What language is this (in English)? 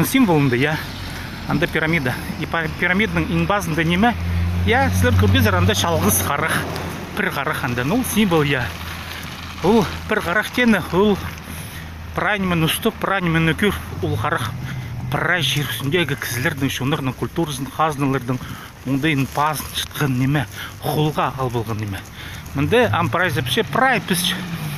Khakas